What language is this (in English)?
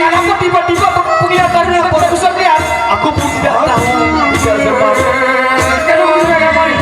Sasak